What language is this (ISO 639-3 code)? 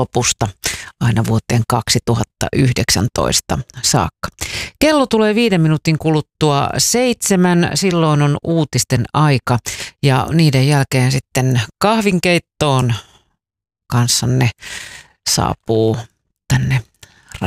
fin